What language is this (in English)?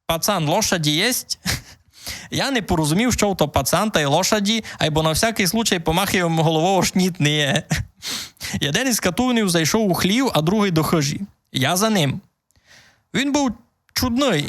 Rusyn